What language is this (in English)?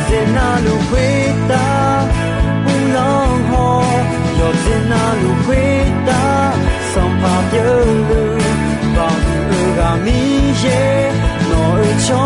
Akha